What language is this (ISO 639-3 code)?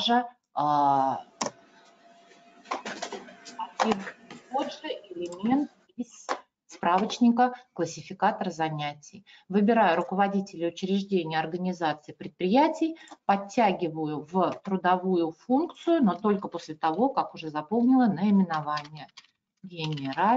rus